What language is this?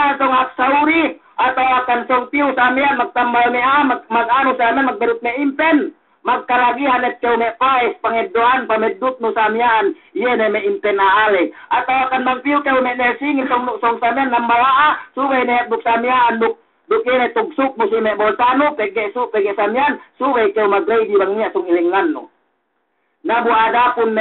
Yakan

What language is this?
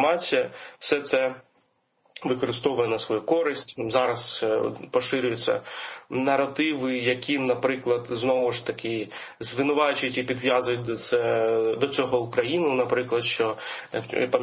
Ukrainian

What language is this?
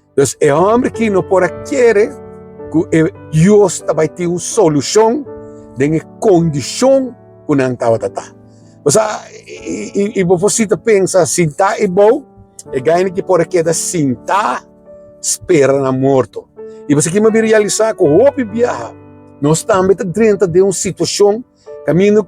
Papiamento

